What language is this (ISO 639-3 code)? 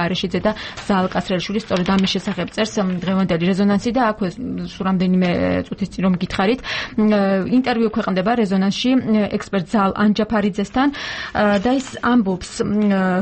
kat